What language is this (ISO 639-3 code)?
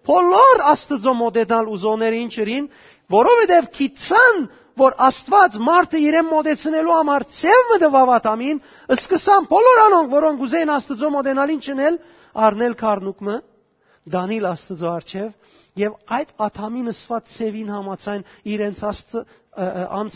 hyw